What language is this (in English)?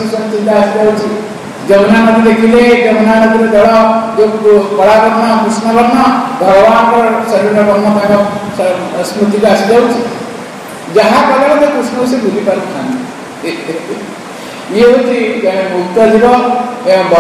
Odia